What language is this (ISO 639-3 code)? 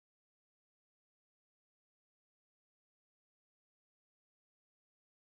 fin